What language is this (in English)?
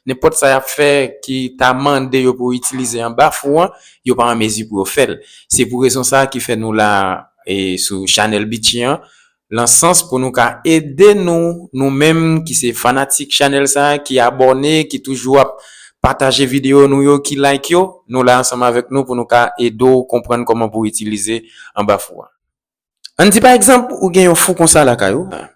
Haitian Creole